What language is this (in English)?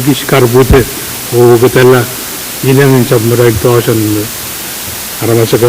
Pohnpeian